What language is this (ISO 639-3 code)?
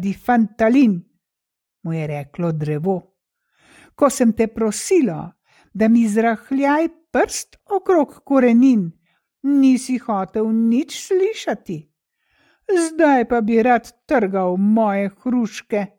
slv